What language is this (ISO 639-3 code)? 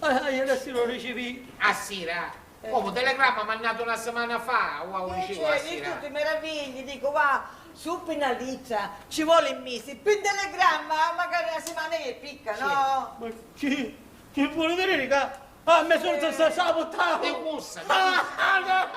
scn